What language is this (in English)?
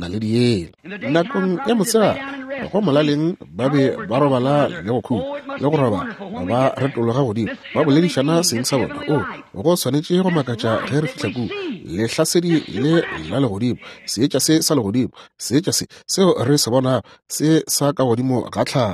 Northern Sotho